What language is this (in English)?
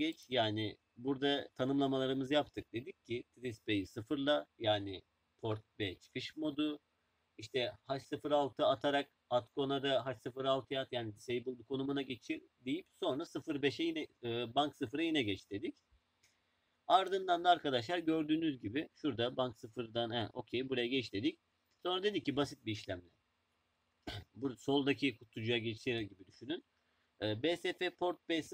Turkish